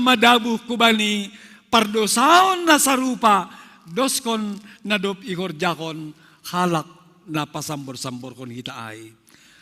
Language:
Batak Simalungun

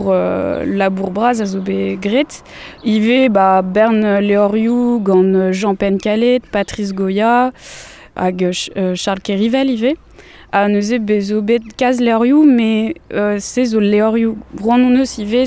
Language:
Breton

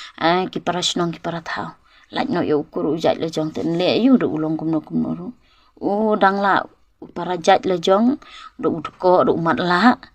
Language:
Khasi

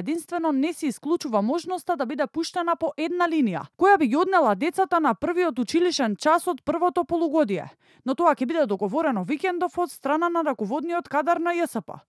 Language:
Macedonian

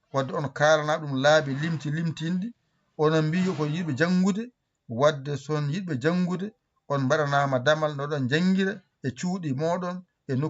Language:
Fula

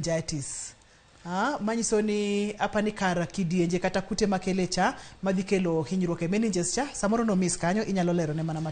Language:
Luo (Kenya and Tanzania)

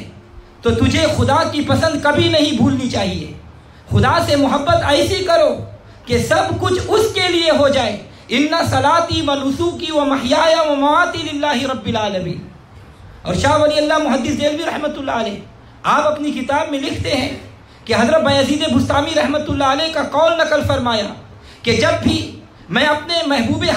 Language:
Urdu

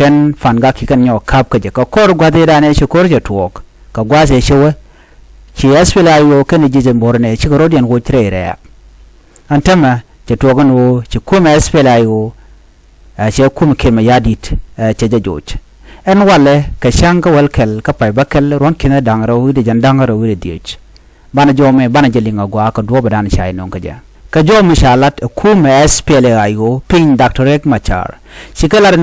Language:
Nuer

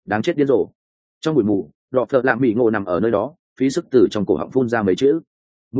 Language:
Vietnamese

